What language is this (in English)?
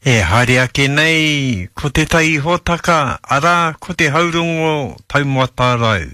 Māori